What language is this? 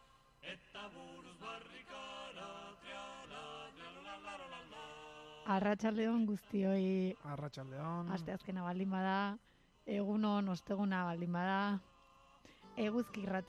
Basque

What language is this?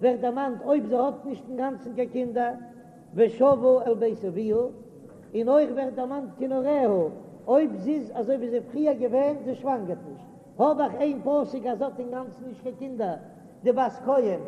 Yiddish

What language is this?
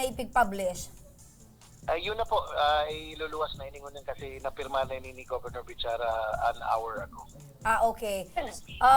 Bikol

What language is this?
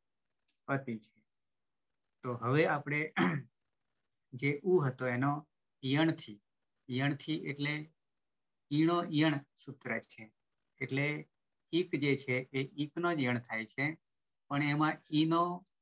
Gujarati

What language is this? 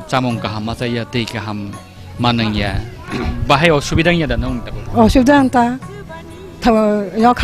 Kok Borok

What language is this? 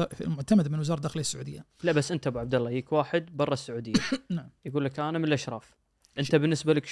Najdi Arabic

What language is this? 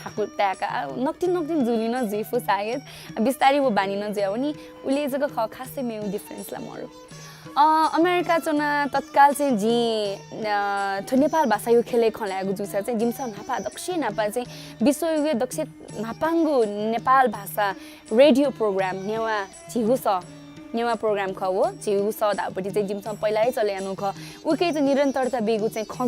Newari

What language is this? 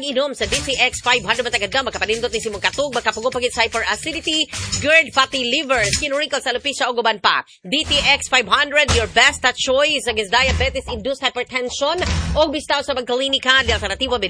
Cebuano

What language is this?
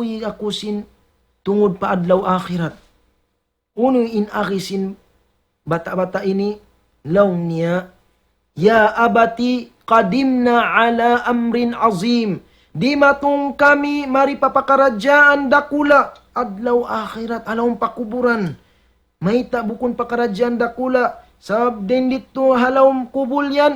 Tausug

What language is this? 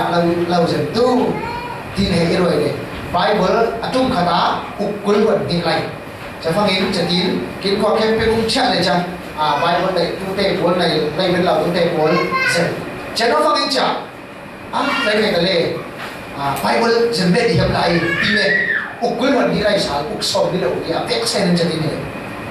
Falam Chin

